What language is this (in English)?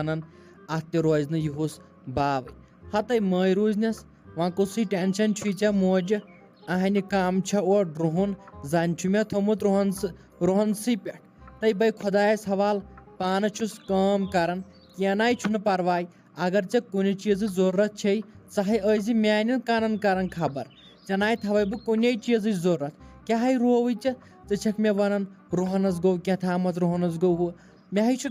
Kashmiri